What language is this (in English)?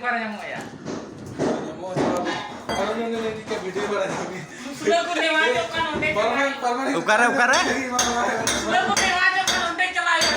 Santali